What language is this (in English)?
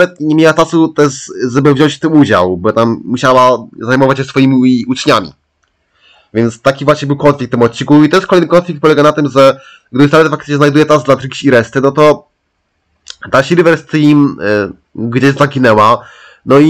Polish